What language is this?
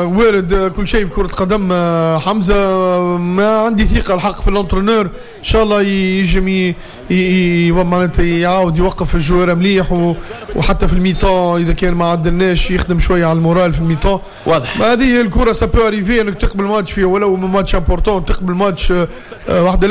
Tunisian Arabic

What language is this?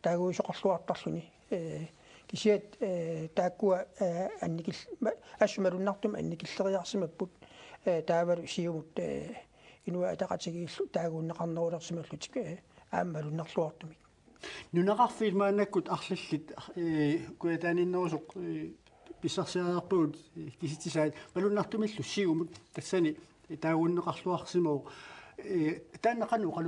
Kalaallisut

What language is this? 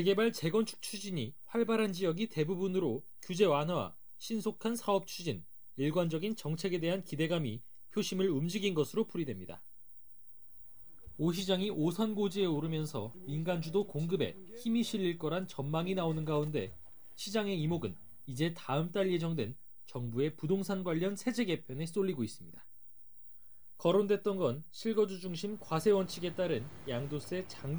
Korean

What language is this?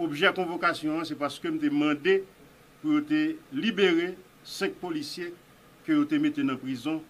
Haitian Creole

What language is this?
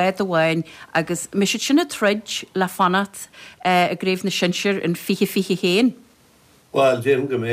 Irish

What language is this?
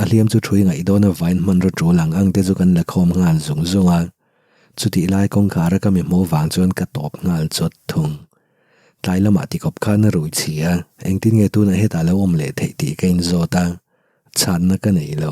Mizo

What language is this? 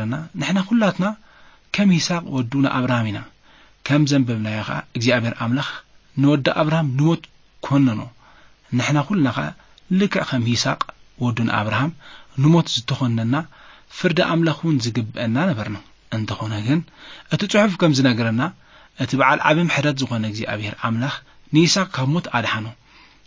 Tigrinya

